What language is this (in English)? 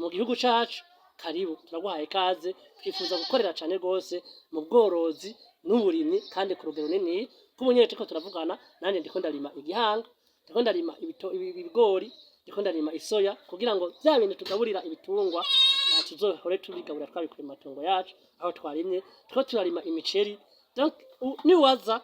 Rundi